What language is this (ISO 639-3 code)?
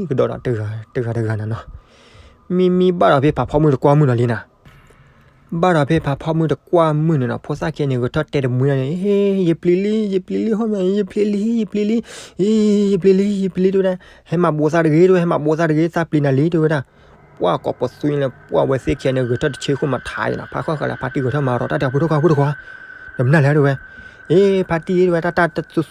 ksw